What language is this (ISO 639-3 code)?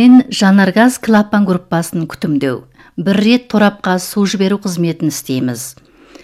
kaz